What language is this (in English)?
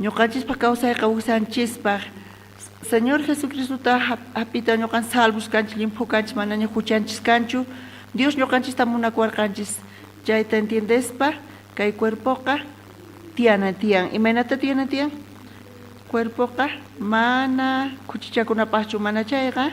South Bolivian Quechua